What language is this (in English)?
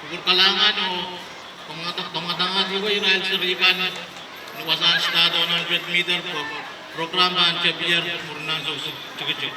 Pohnpeian